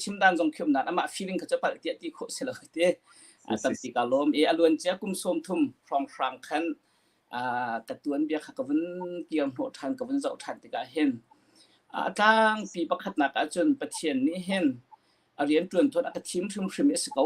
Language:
Hakha Chin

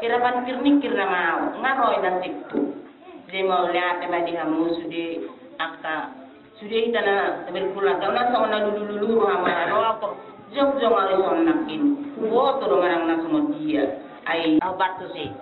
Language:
Batak Toba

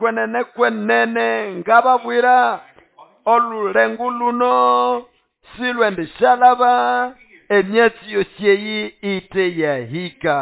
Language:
Nande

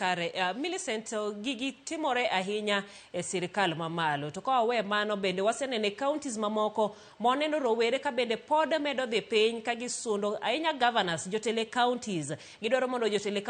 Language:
Luo (Kenya and Tanzania)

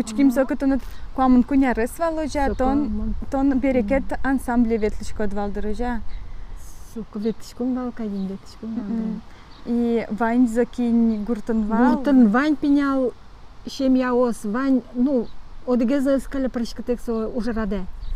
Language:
Udmurt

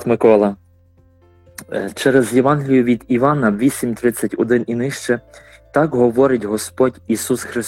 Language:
Ukrainian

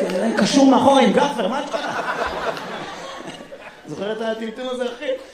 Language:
Hebrew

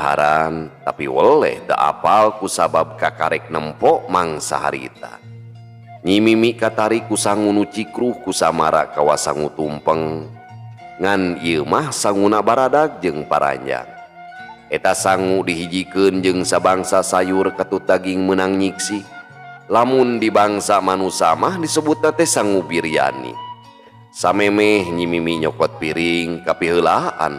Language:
Sundanese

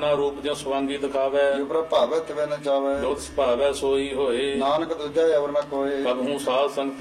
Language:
Punjabi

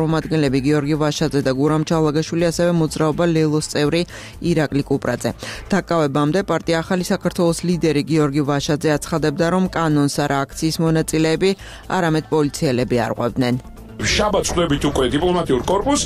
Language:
Georgian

